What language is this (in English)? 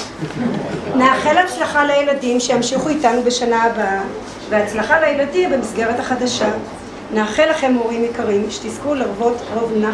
Hebrew